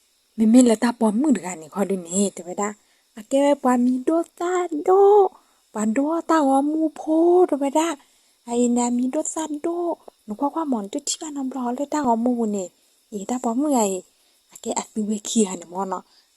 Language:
S'gaw Karen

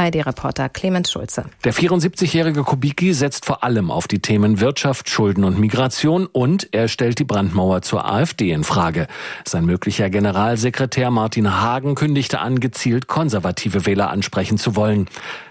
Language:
German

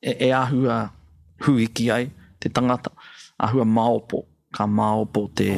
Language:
Māori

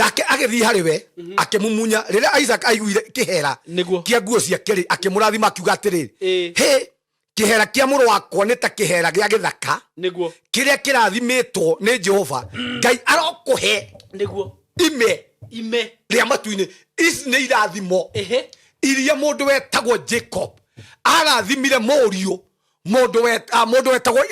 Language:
Kikuyu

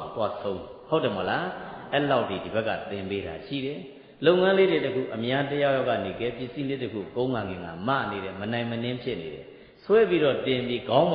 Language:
Burmese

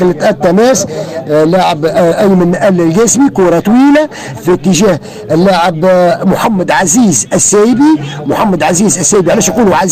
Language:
Tunisian Arabic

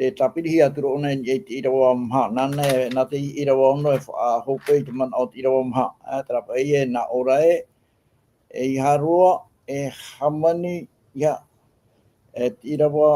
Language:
Tahitian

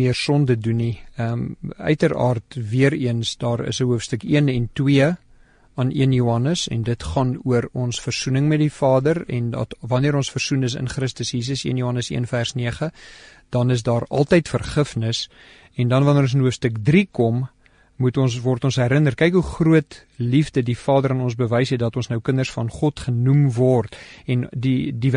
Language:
Afrikaans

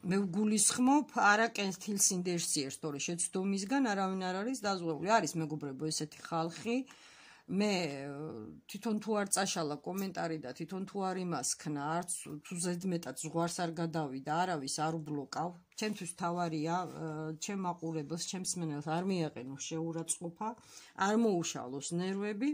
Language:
Georgian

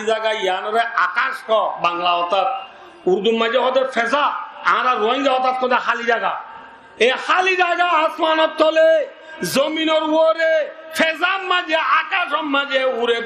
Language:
Rohingya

